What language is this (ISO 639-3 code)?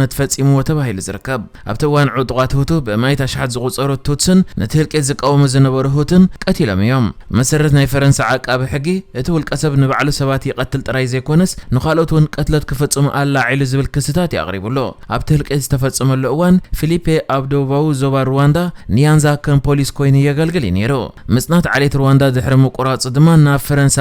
tir